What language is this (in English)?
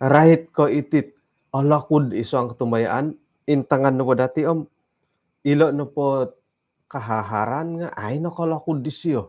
Central Dusun